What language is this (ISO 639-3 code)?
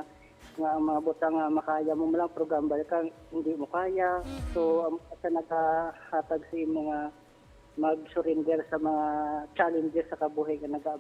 hil